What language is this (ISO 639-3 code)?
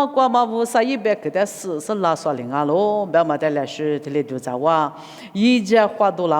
lis